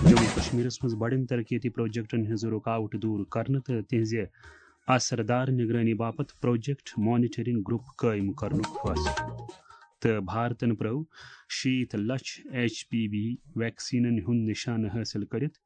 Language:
Kashmiri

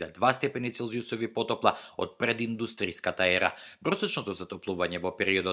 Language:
Macedonian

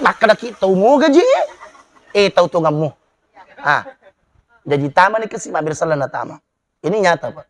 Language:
Buginese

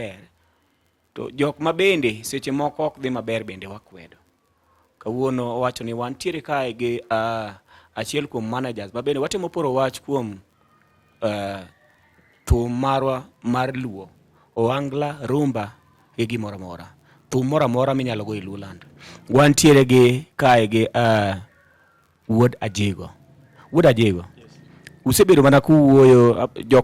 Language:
Luo (Kenya and Tanzania)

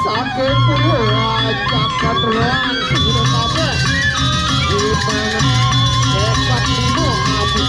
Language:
Balinese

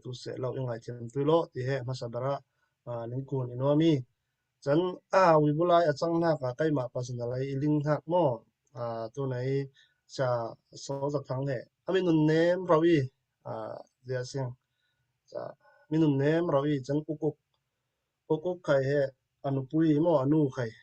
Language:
Falam Chin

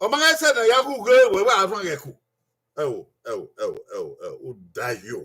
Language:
Bini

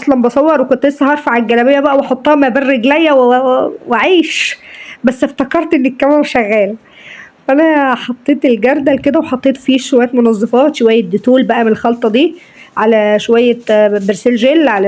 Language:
Egyptian Arabic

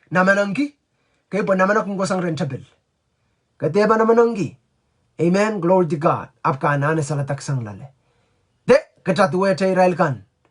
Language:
Pohnpeian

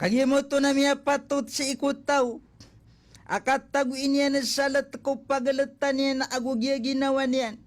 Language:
Maranao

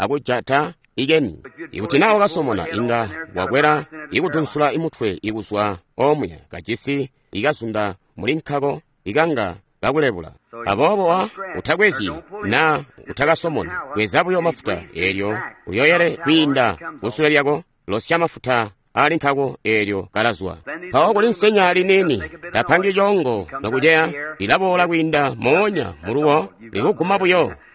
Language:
Tonga (Zambia)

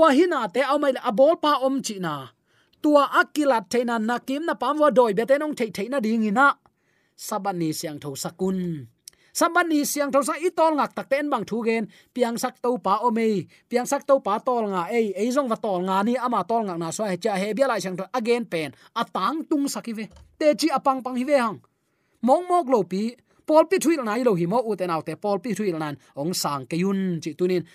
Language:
Tedim Chin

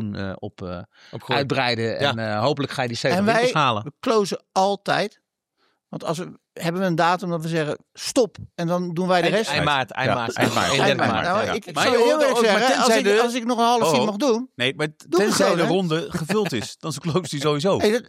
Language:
Dutch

